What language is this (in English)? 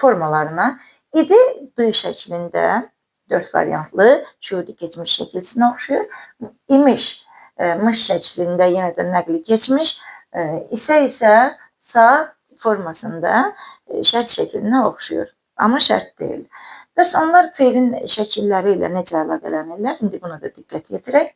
Azerbaijani